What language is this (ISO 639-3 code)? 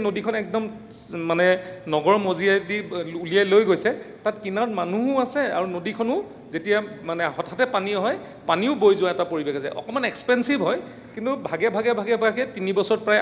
asm